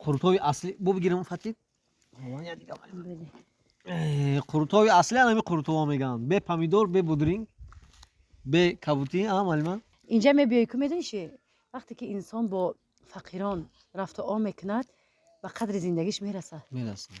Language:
Tajik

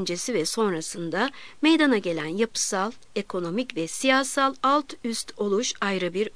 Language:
Turkish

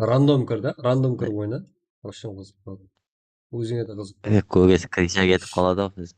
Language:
Kara-Kalpak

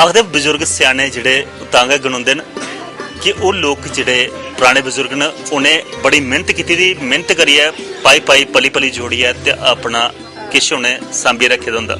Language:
Dogri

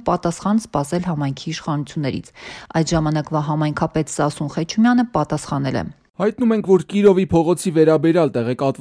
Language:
Armenian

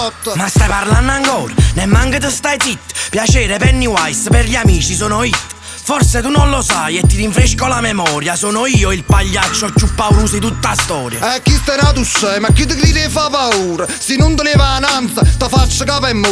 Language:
Neapolitan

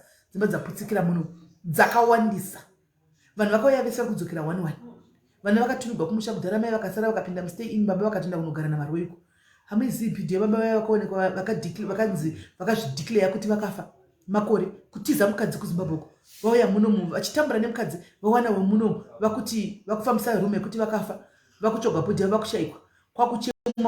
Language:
Shona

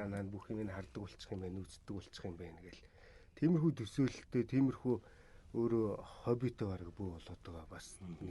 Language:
Mongolian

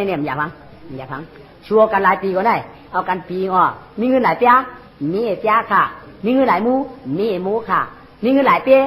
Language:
Shan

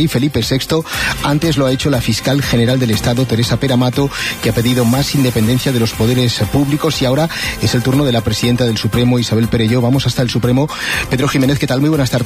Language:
Spanish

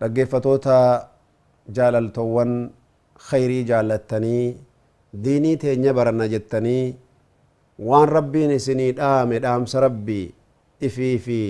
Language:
Oromo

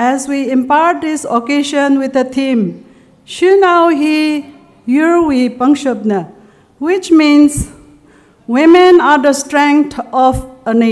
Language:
Tangkhul Naga (India)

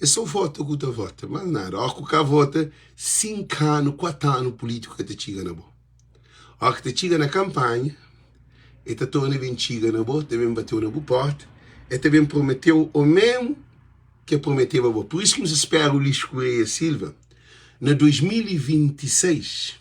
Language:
Kabuverdianu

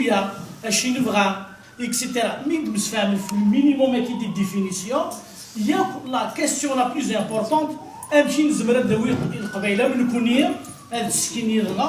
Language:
Kabyle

